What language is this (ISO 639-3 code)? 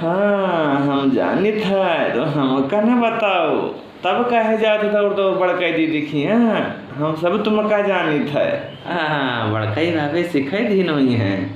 awa